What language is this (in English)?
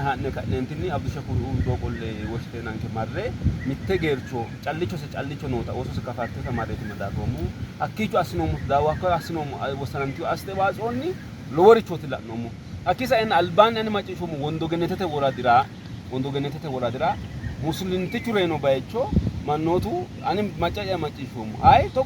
Sidamo